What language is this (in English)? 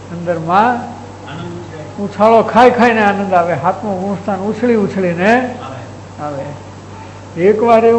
Gujarati